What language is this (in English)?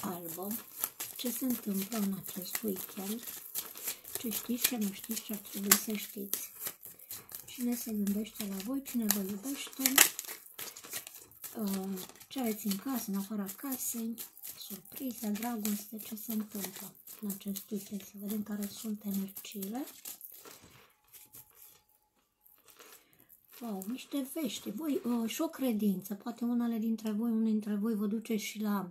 Romanian